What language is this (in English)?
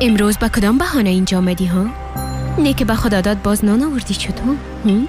Persian